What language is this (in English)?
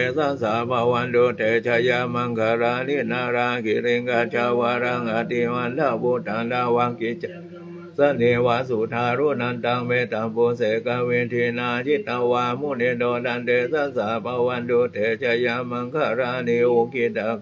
Pali